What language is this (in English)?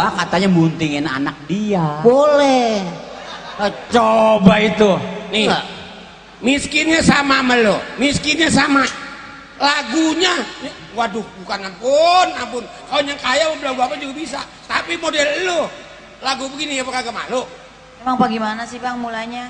Betawi